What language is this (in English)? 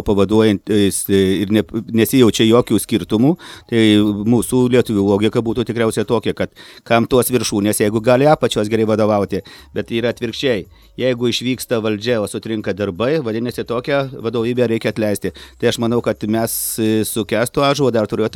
Lithuanian